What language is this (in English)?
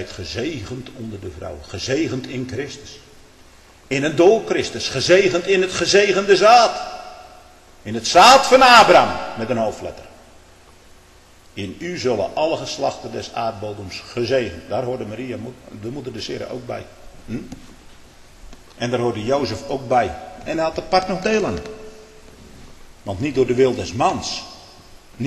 Dutch